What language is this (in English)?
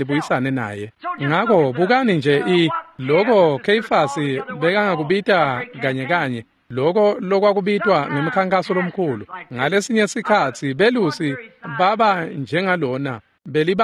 Swati